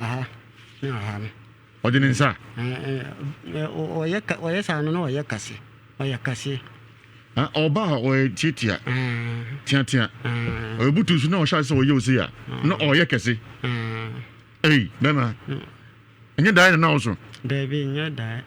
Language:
Akan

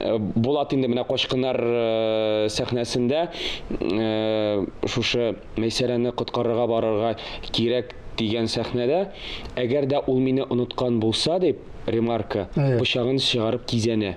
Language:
Tatar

